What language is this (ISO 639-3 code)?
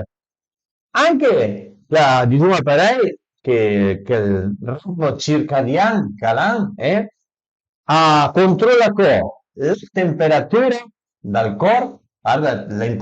pms